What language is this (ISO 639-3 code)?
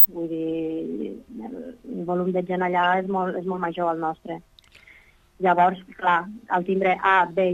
cat